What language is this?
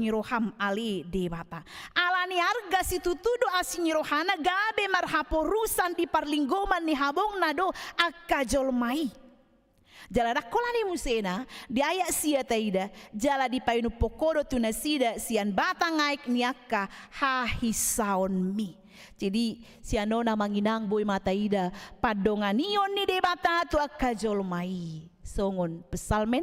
Batak Toba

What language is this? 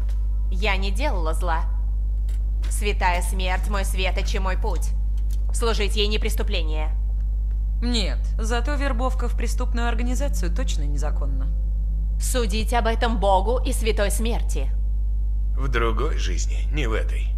Russian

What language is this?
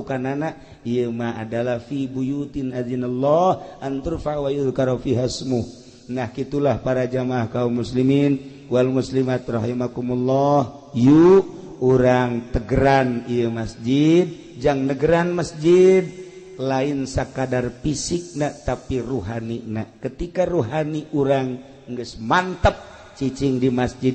Sundanese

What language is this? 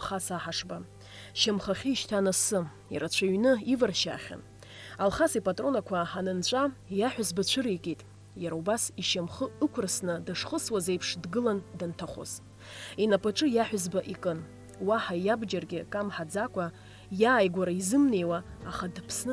Abkhazian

